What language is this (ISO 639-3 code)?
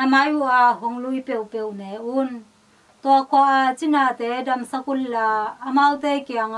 ctd